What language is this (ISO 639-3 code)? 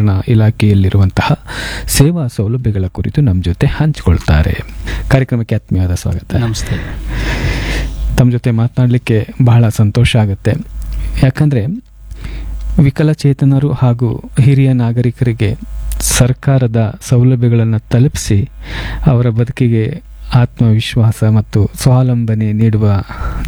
kan